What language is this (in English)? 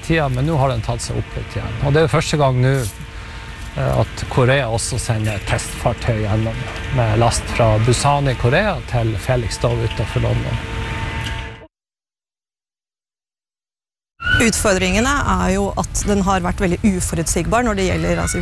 Norwegian